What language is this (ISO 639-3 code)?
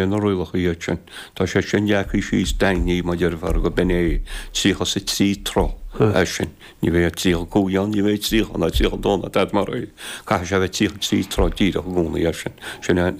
gle